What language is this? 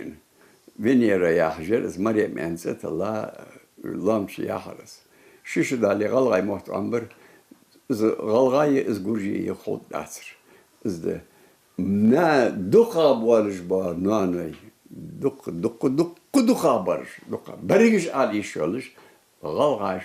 Ingush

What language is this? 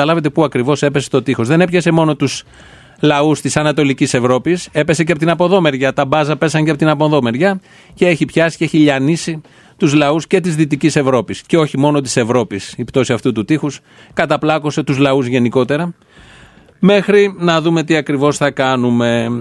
Greek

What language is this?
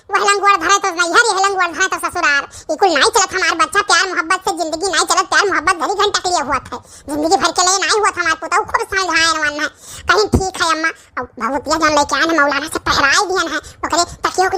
Awadhi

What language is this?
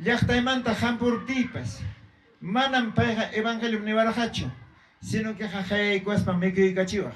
Ayacucho Quechua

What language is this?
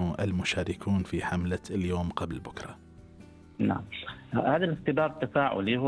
Gulf Arabic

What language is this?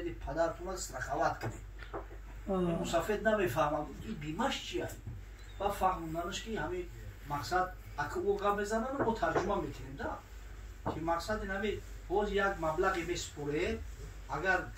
Tajik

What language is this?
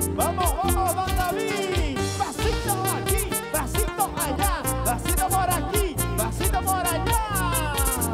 Spanish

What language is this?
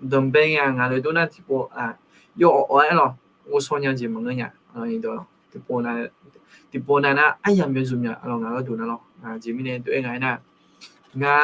Akha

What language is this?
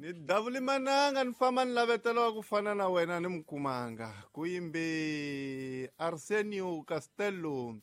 Tsonga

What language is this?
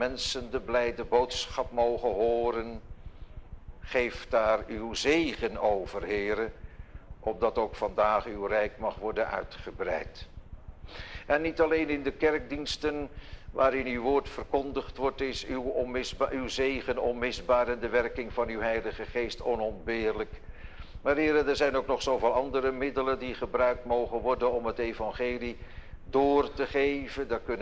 Dutch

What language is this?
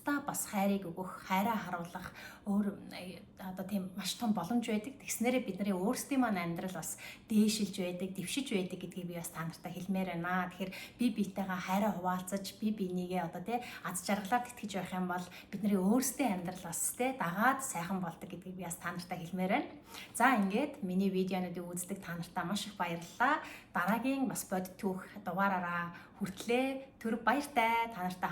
Mongolian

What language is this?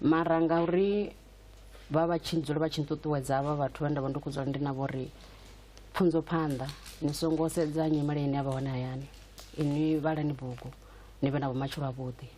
Venda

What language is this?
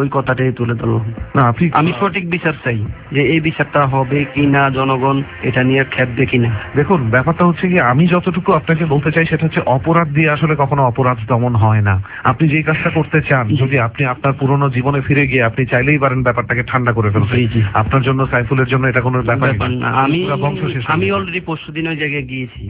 Bangla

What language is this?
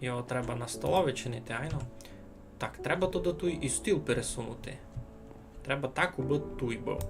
Rusyn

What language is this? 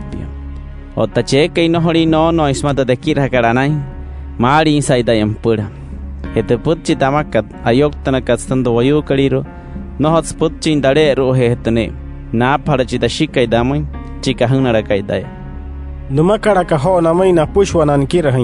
Wayuu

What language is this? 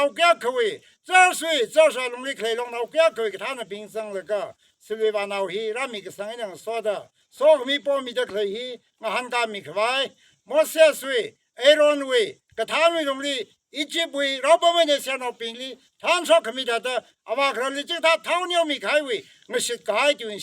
Tangkhul Naga (India)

